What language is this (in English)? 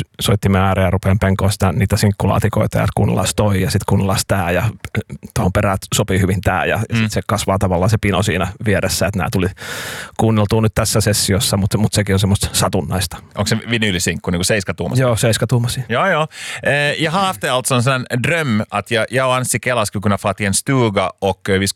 Finnish